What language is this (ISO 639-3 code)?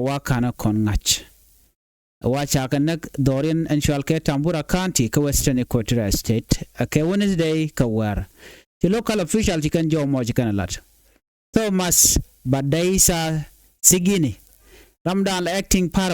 nus